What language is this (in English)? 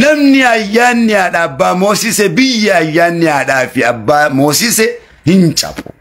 Oromo